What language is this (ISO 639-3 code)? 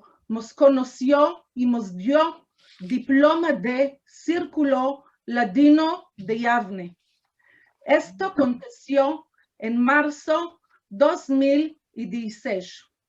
lad